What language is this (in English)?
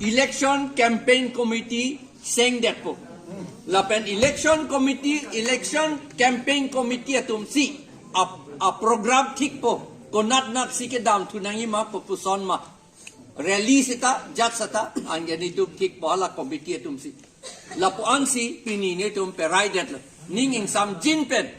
Karbi